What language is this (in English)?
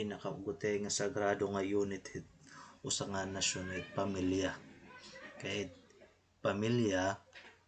Waray